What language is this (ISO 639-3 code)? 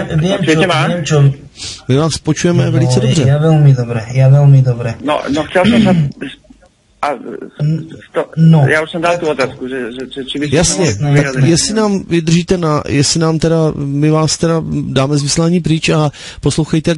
slk